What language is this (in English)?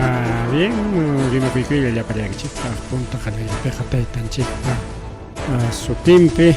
Ayacucho Quechua